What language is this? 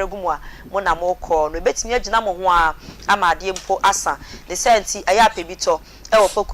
Akan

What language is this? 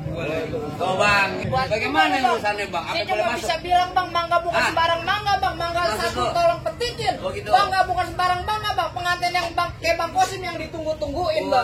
Betawi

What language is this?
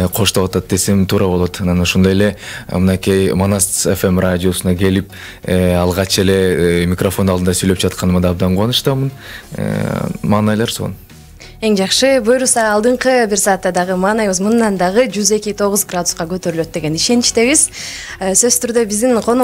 Kyrgyz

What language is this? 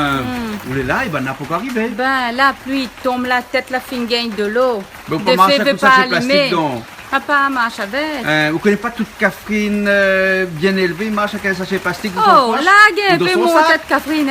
Réunion Creole French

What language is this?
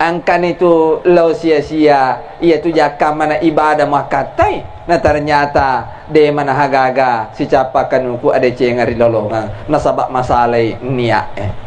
Buginese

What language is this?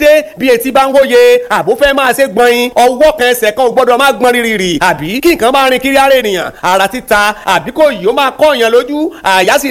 Yoruba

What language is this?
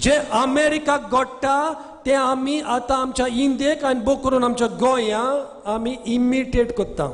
Konkani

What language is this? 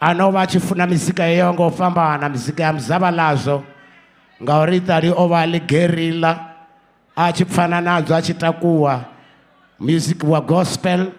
Venda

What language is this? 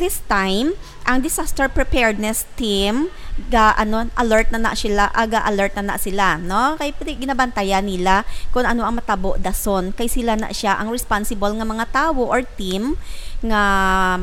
Hiligaynon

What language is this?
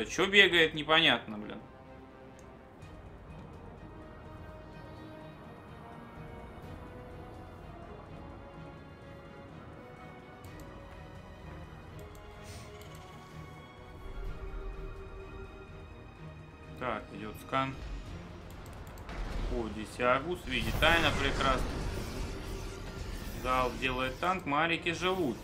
Russian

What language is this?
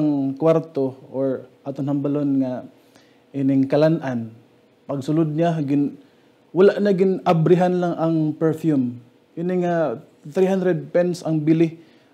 Hiligaynon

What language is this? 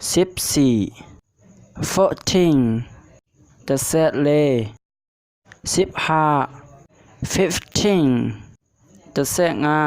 Shan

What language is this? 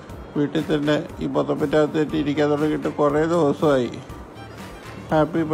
Malayalam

